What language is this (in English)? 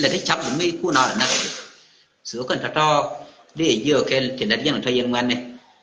Nuer